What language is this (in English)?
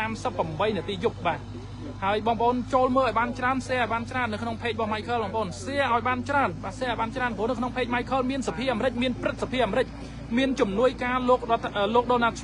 Khmer